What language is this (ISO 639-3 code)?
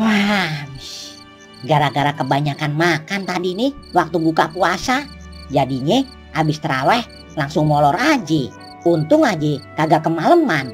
bew